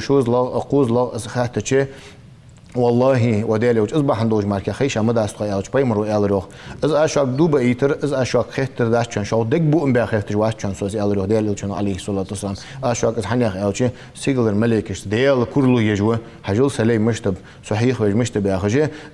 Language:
Ingush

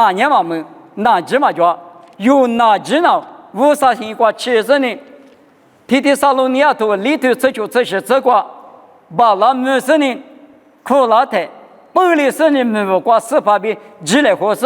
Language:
Lisu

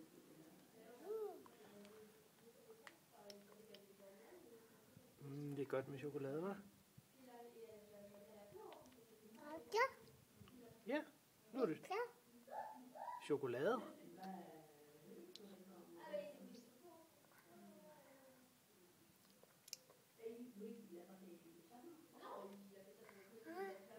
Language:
Danish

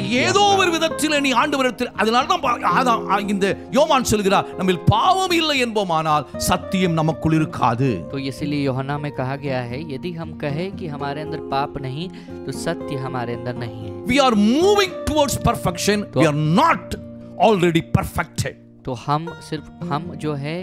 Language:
Tamil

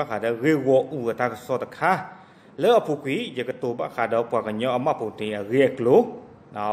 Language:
S'gaw Karen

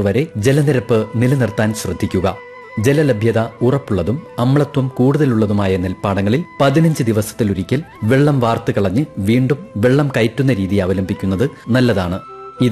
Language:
Malayalam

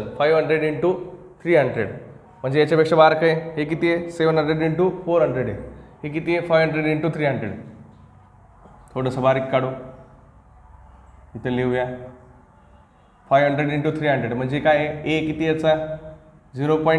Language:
Marathi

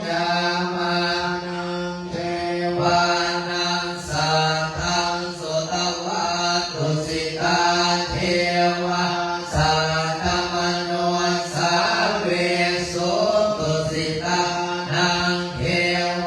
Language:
Pali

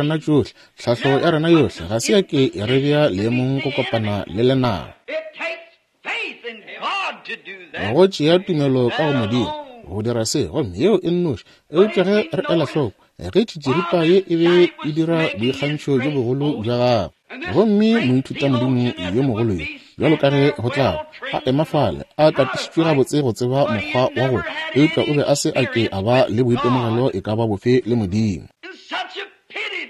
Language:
Northern Sotho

